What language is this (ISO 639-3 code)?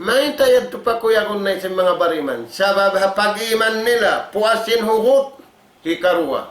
tsg